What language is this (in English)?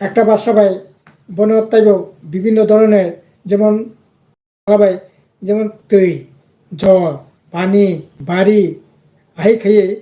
Kok Borok